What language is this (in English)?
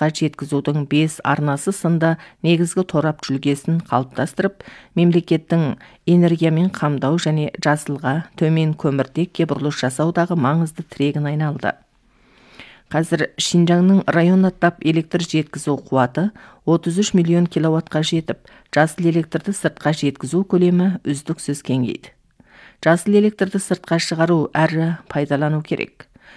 Kazakh